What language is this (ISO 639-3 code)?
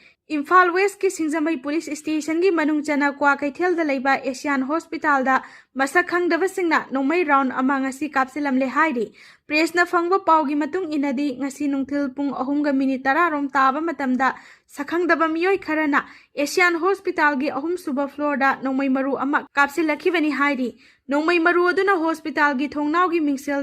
mni